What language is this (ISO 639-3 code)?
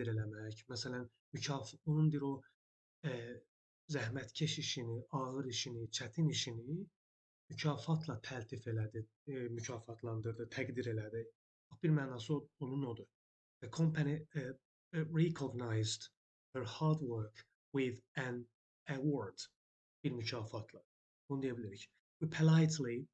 aze